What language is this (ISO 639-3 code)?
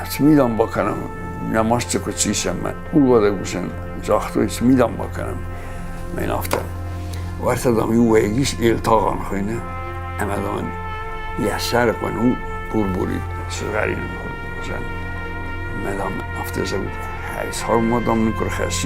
oss